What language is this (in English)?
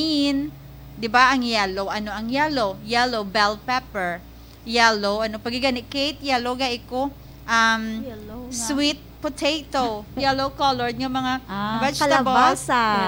Hiligaynon